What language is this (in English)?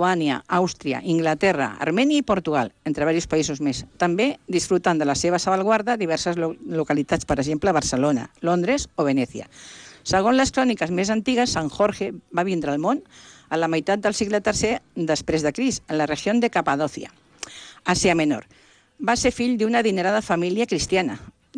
Catalan